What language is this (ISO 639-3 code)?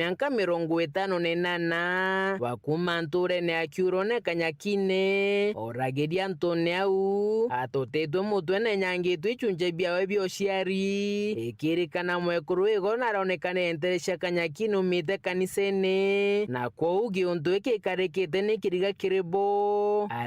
mer